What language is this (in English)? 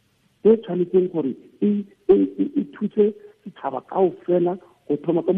Tswana